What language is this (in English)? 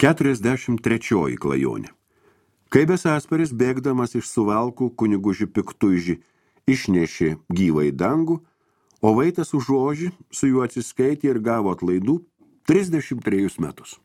Lithuanian